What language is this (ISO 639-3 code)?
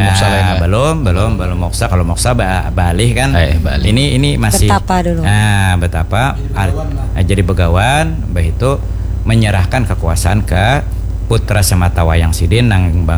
bjn